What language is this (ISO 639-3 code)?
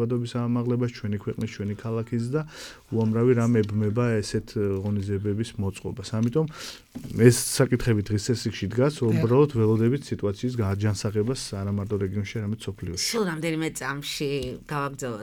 kat